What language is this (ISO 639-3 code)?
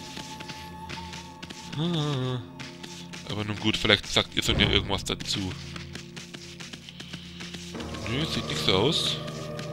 deu